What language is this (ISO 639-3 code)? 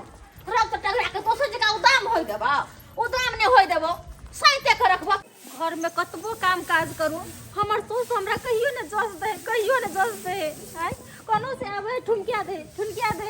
mai